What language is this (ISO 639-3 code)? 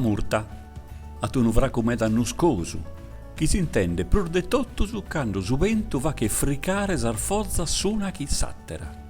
srd